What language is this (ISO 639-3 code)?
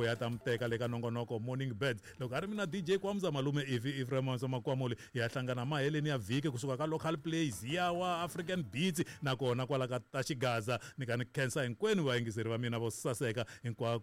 tso